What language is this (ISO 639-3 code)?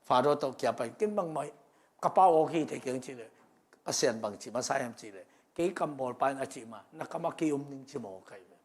ctd